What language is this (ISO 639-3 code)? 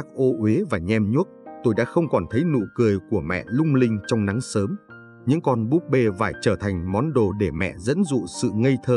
vie